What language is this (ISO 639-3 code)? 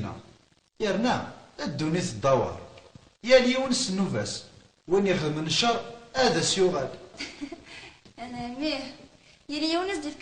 kab